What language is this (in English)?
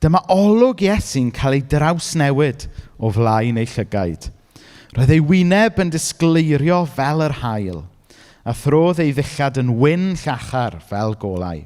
Welsh